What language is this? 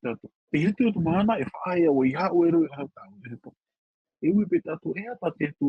Tahitian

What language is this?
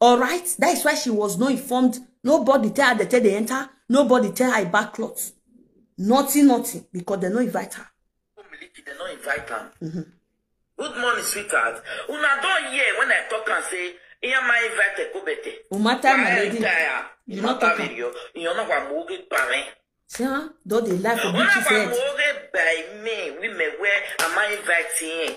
Nigerian Pidgin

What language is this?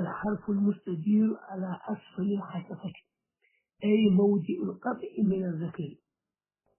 Fula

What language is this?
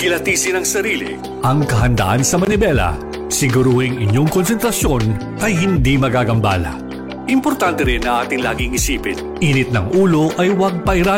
Filipino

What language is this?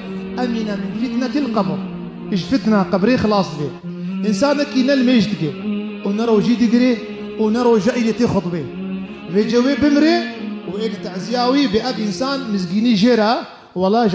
Kurdish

